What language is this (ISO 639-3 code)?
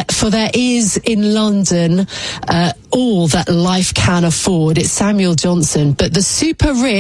eng